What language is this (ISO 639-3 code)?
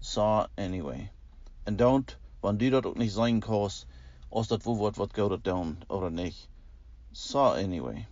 pdt